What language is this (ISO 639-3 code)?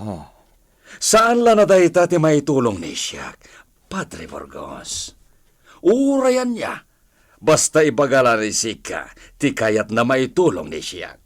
ilo